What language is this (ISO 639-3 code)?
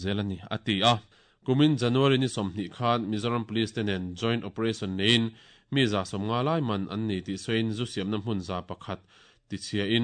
lus